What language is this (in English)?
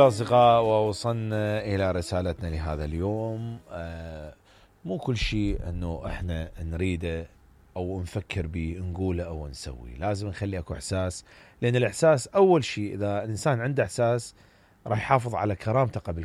Mesopotamian Arabic